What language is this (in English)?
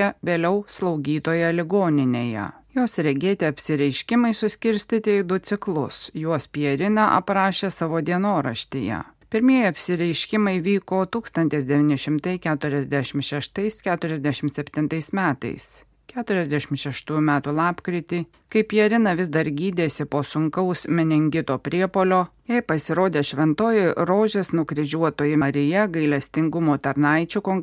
Lithuanian